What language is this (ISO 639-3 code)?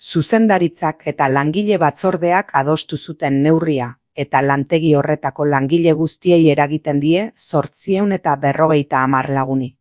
eus